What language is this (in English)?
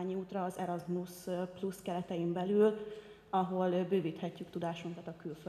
Hungarian